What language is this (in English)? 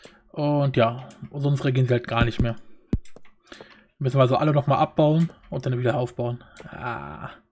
German